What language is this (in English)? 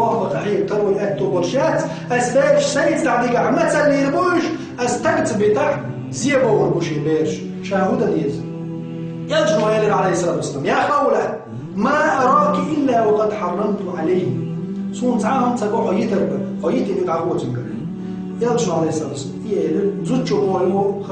Chechen